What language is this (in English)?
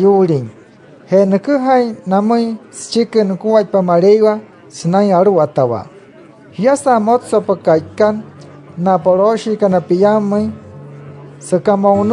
Wayuu